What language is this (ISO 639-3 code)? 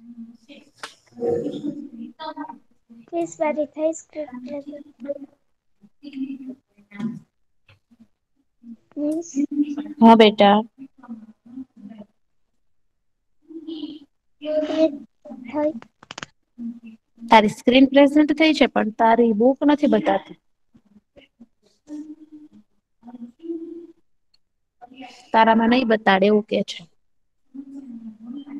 guj